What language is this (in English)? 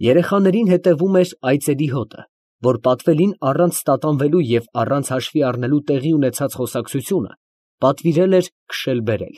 Armenian